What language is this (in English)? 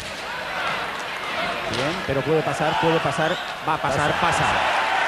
Spanish